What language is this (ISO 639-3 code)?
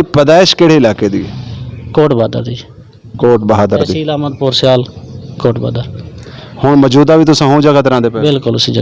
skr